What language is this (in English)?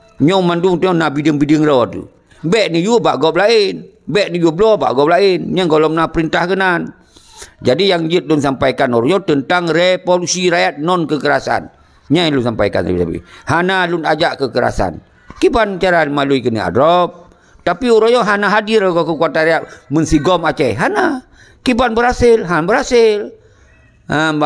Achinese